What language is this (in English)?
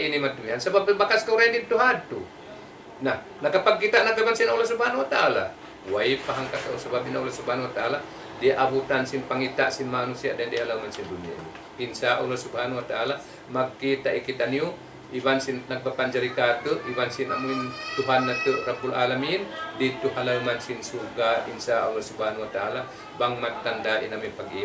Tausug